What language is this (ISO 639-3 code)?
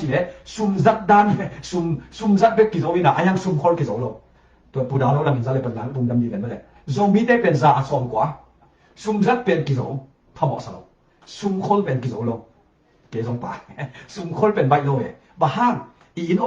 ctd